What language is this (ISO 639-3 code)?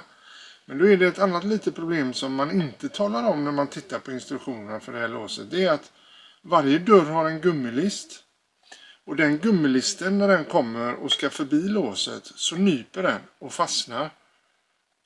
swe